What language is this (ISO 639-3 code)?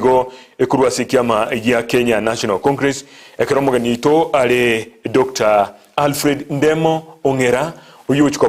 guz